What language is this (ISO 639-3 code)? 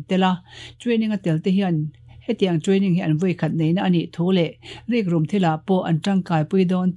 lus